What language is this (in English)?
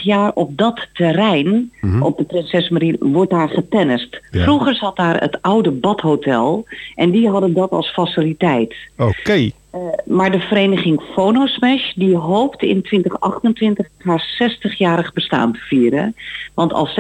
Dutch